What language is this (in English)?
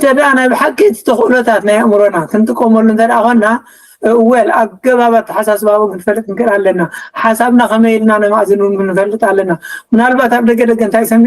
Tigrinya